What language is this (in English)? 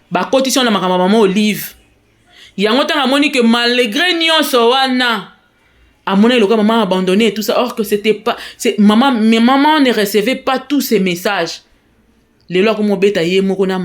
Lingala